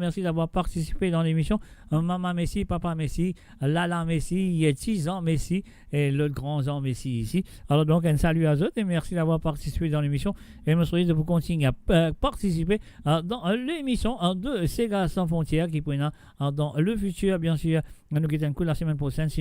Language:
Morisyen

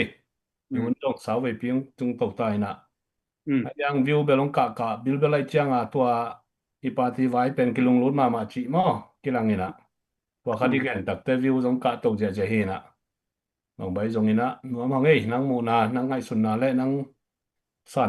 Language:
Tedim Chin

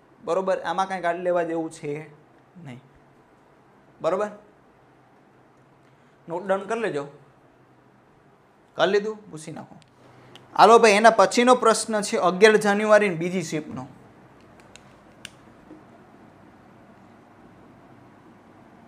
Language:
Gujarati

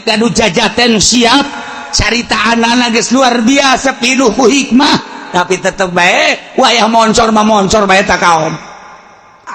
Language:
Sundanese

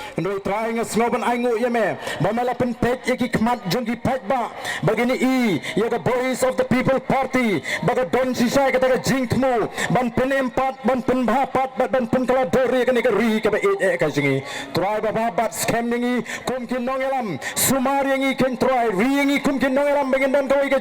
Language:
Khasi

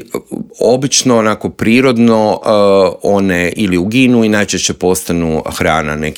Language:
Croatian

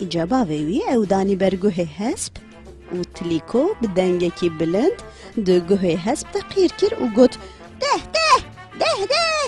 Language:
Kurdish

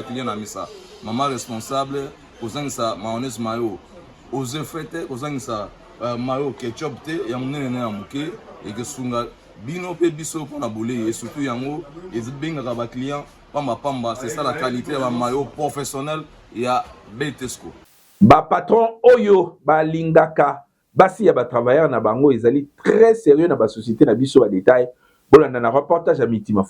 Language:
Lingala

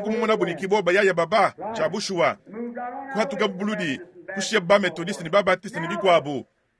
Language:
Luba-Lulua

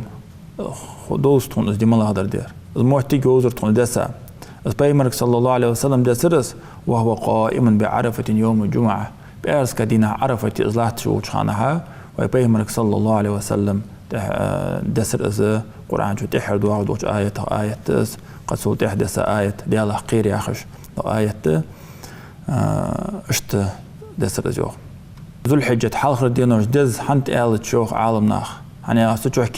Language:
Ingush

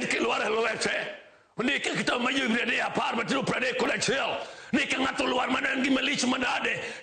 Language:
Luo (Kenya and Tanzania)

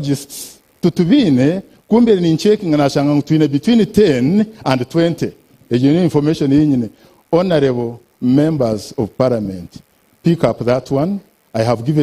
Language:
Nyankole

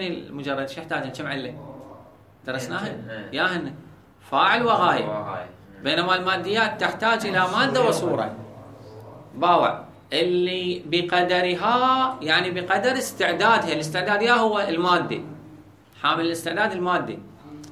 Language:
Mesopotamian Arabic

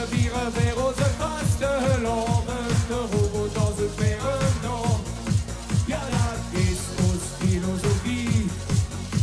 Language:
Limburgish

